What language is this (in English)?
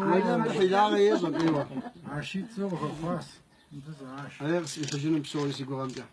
Kabardian